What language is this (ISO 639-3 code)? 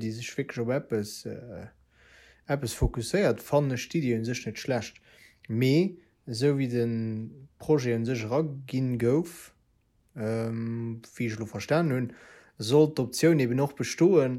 ltz